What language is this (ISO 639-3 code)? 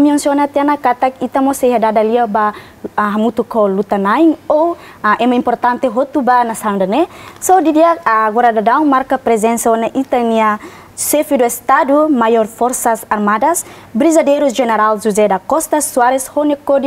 tet